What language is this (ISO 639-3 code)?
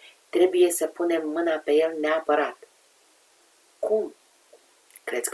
ron